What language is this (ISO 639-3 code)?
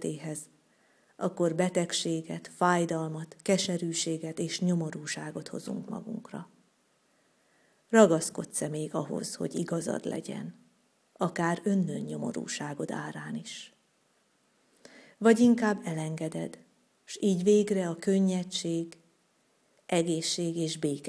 hun